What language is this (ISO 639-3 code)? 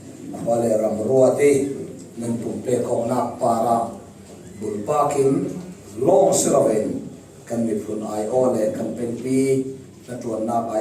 cfm